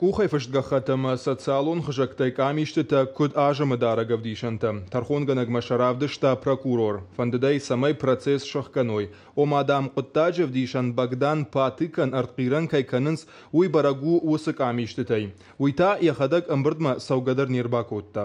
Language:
Ossetic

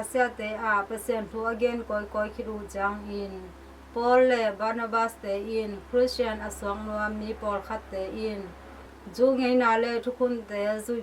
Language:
Tedim Chin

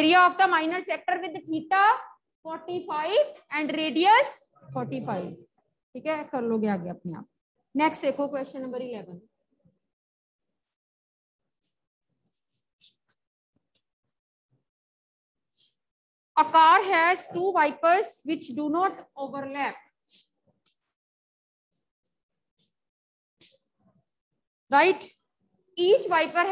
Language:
Hindi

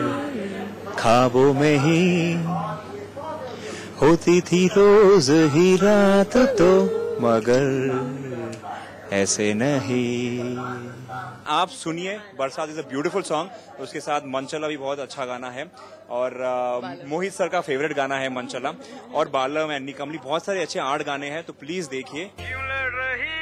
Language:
Hindi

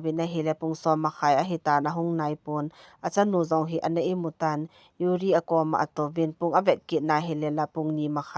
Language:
Thado Chin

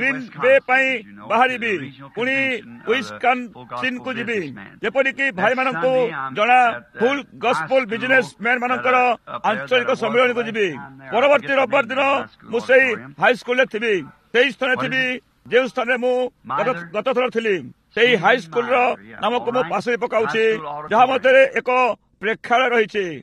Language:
Odia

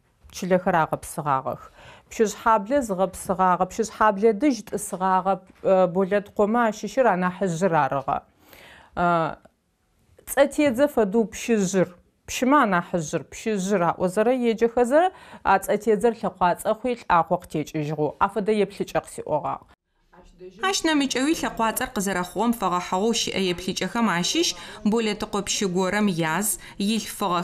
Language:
Adyghe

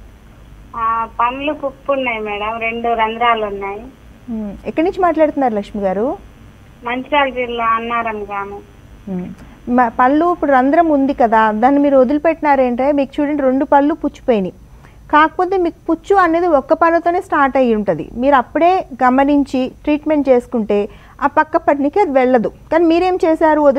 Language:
Telugu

